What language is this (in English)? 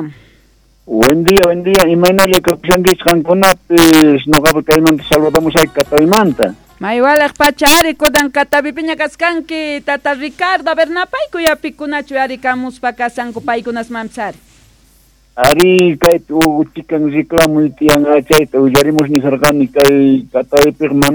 South Bolivian Quechua